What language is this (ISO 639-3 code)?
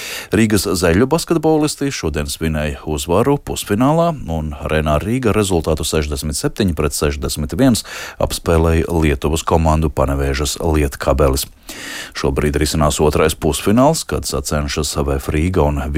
lav